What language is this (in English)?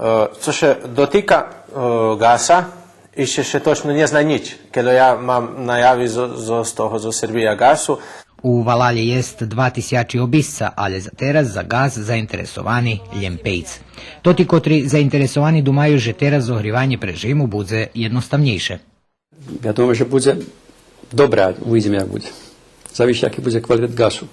Rusyn